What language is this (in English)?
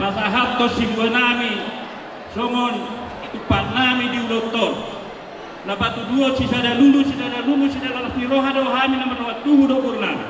Batak Toba